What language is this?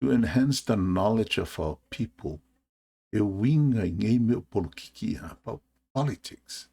Samoan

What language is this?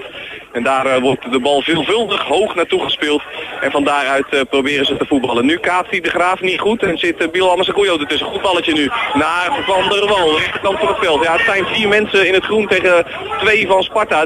Dutch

